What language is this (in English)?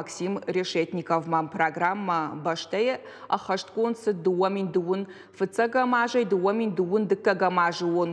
Ossetic